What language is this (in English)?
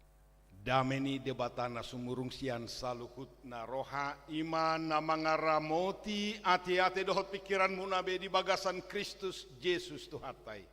Batak Toba